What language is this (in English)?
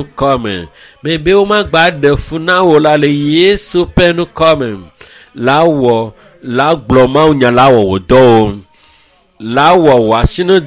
Ewe